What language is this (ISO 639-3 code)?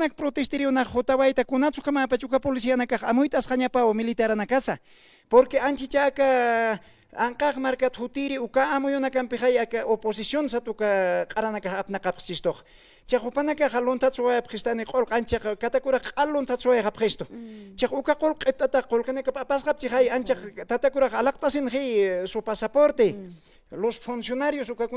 aym